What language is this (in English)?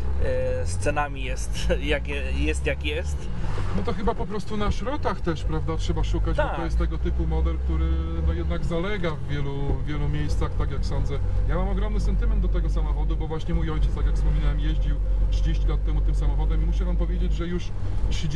Polish